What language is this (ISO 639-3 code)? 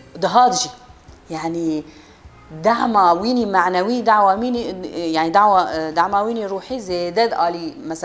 kur